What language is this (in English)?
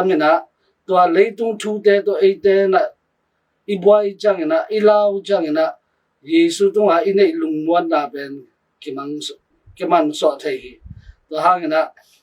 Tedim Chin